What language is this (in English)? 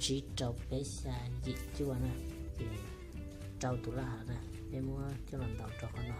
Hmong